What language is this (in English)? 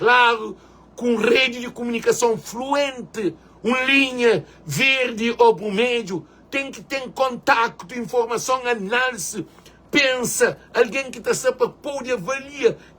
Kabuverdianu